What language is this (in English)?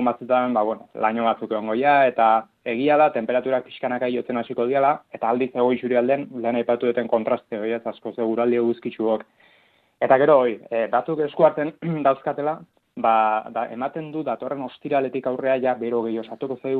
Basque